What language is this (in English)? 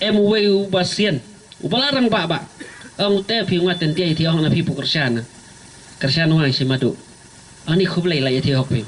Khasi